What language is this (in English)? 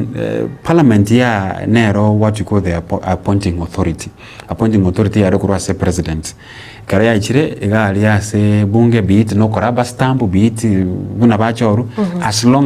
Gusii